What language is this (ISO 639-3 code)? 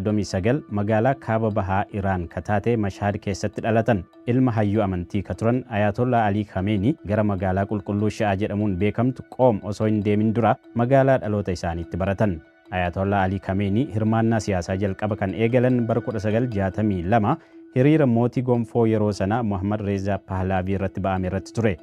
orm